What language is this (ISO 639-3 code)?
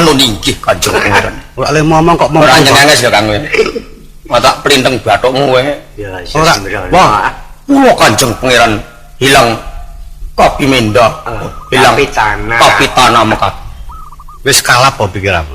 jav